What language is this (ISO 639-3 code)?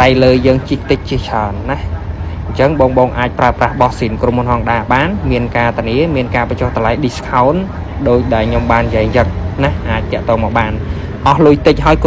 khm